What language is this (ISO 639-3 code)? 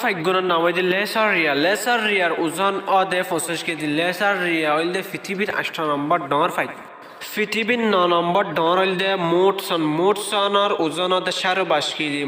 rhg